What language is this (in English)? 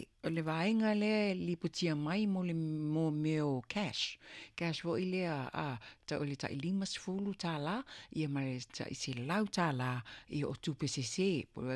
Samoan